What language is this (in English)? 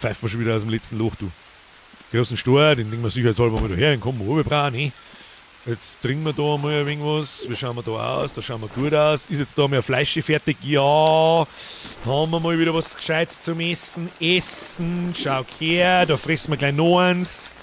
Bavarian